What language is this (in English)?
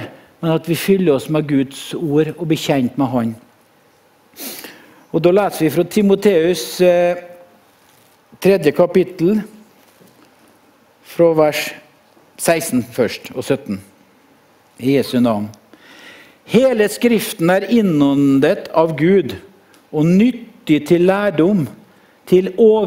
Norwegian